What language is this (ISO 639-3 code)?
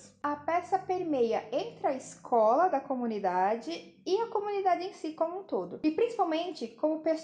por